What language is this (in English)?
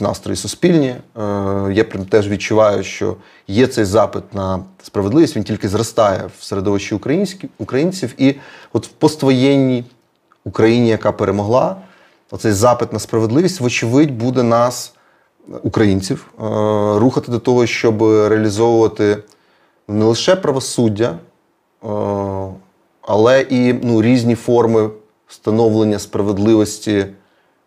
Ukrainian